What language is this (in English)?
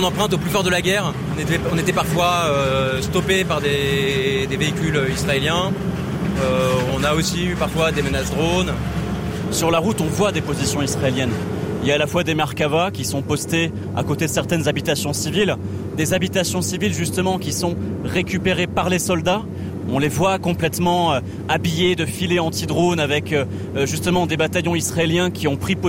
French